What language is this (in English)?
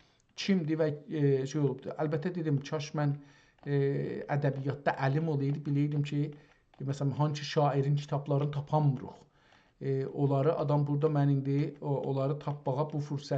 South Azerbaijani